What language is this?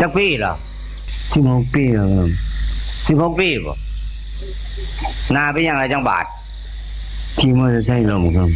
Northeastern Thai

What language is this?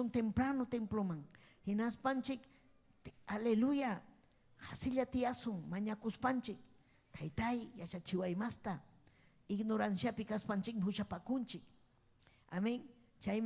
Ayacucho Quechua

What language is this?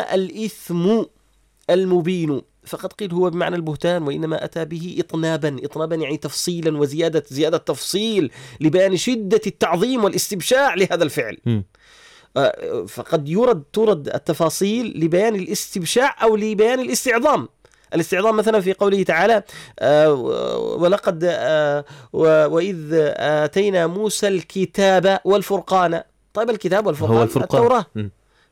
Arabic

